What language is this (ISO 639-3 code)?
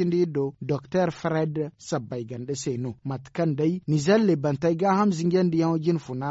dje